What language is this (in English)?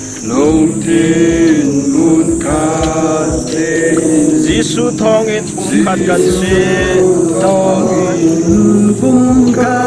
Hakha Chin